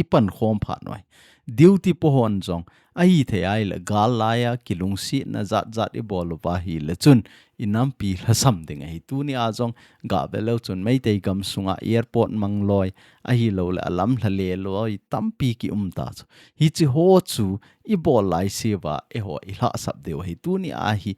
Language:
Thado Chin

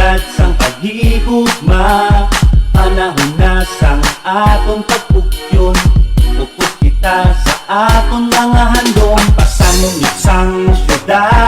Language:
Hiligaynon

